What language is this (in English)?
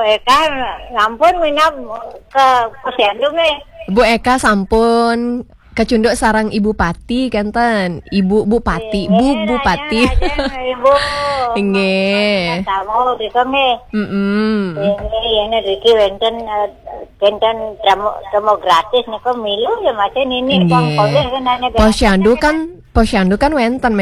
Balinese